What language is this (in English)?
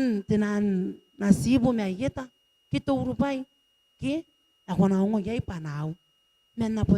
Gilbertese